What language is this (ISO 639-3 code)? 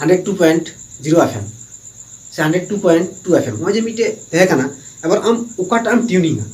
sat